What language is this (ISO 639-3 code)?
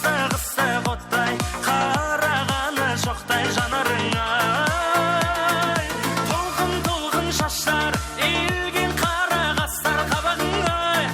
kaa